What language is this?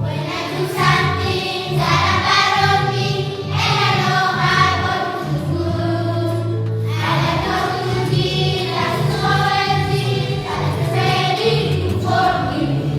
Nyanja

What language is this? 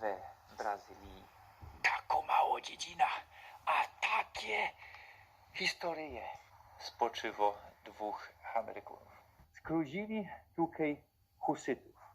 Silesian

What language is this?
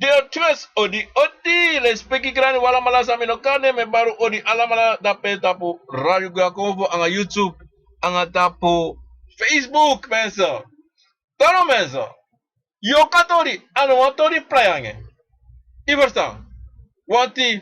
Sranan Tongo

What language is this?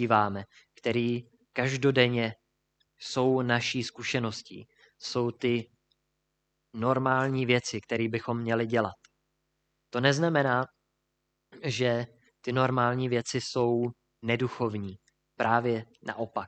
Czech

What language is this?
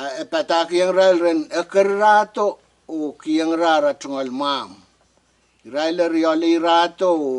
Pohnpeian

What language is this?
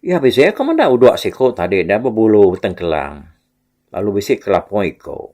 Iban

